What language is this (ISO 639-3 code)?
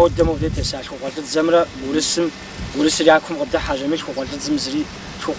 kbd